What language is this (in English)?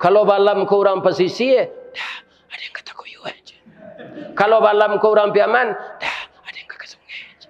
Minangkabau